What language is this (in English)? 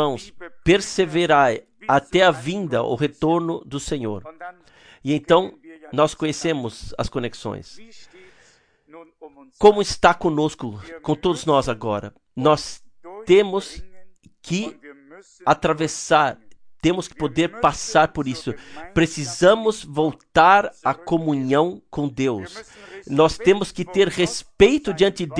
Portuguese